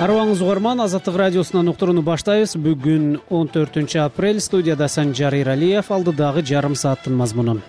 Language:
Kyrgyz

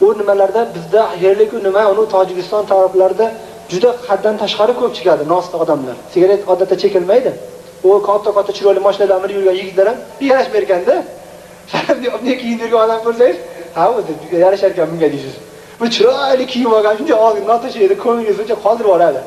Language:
Uzbek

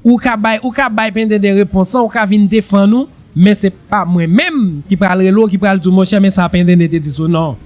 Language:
Haitian Creole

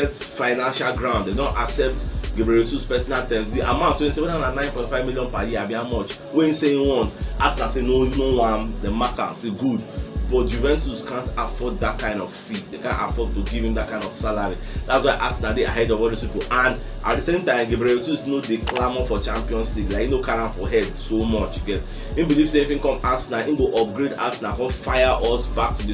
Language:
Nigerian Pidgin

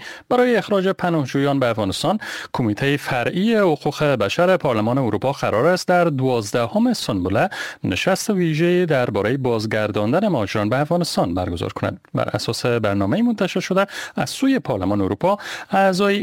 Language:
Persian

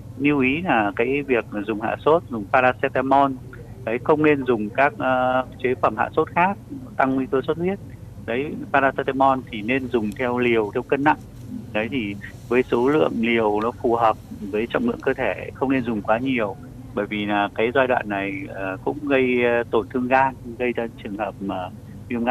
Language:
Vietnamese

